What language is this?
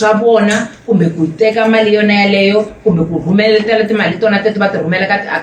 Tsonga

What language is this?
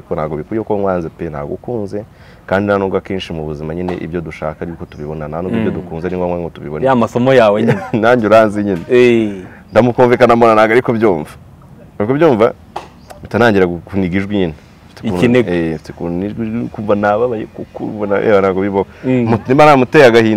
Kinyarwanda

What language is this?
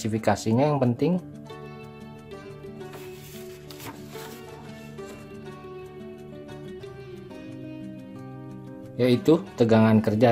Indonesian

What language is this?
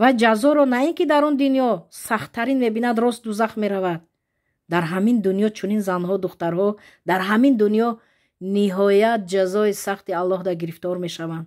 Tajik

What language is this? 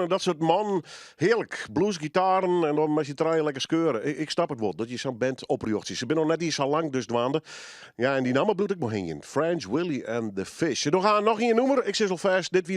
Western Frisian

